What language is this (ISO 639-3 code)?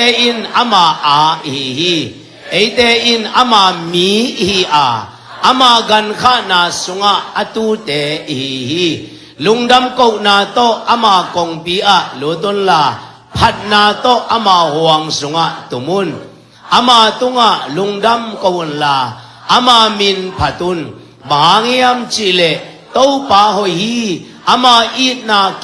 ctd